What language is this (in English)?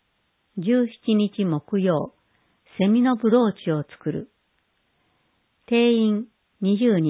Japanese